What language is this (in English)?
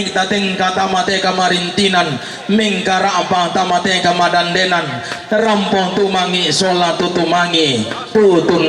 Toraja-Sa'dan